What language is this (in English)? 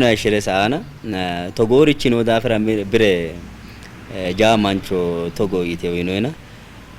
Sidamo